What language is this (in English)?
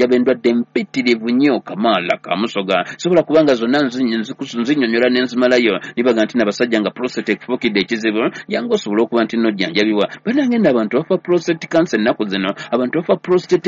Ganda